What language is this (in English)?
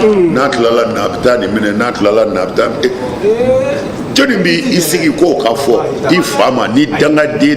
Bambara